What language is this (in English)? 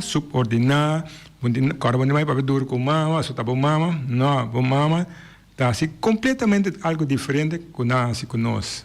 Papiamento